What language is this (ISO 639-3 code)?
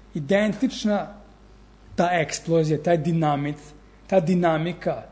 srp